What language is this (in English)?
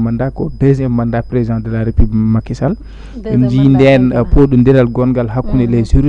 Fula